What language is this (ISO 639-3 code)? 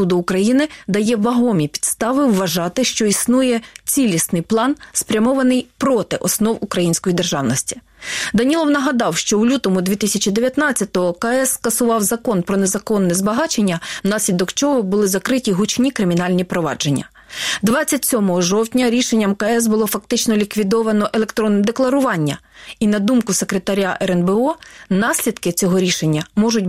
ukr